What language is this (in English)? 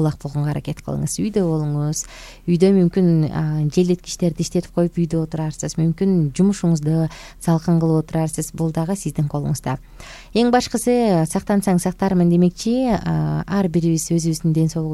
Kyrgyz